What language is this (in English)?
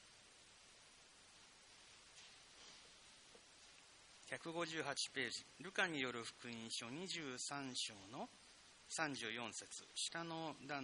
Japanese